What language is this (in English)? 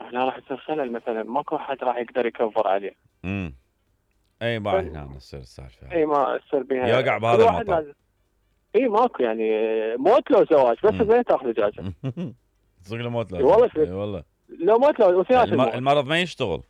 Mesopotamian Arabic